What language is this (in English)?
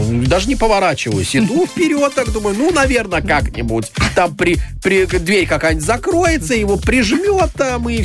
Russian